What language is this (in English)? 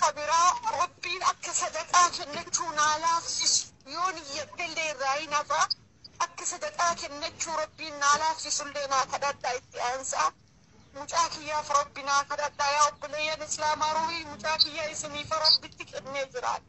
Oromo